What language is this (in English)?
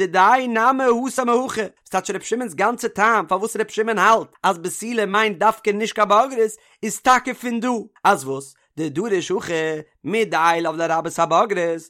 Yiddish